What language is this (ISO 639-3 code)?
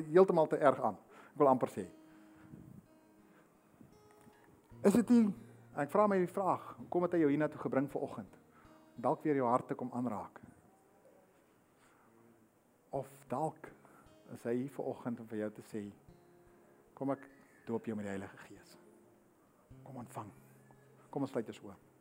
afr